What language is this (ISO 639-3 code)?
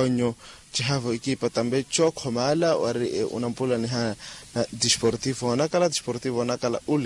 vmw